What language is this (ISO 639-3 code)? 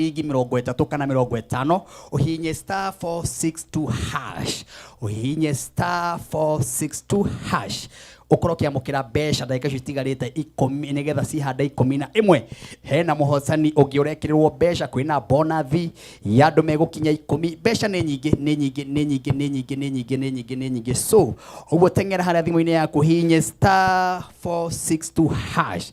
kik